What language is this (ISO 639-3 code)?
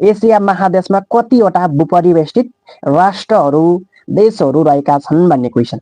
nep